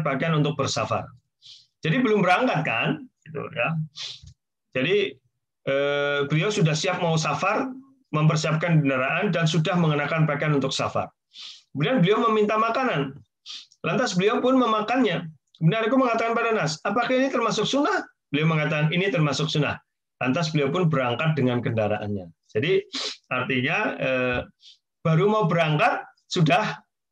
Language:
Indonesian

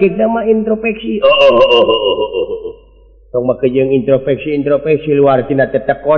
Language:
Sundanese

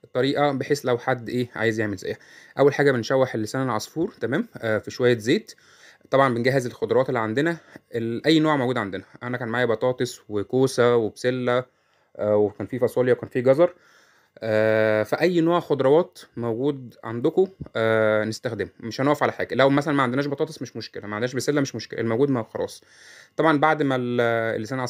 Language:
Egyptian Arabic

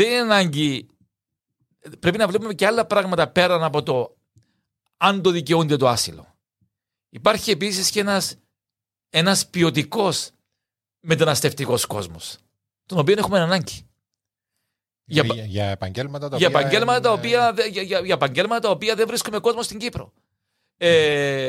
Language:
Greek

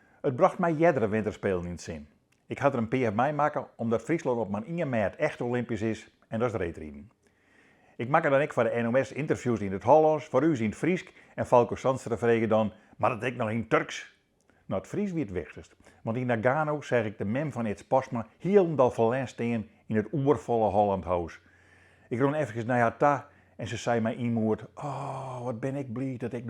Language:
Western Frisian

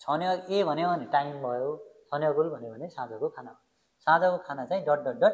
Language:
Nepali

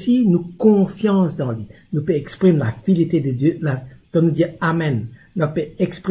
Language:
Morisyen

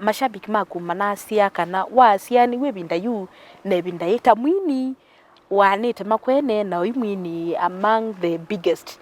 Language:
Kamba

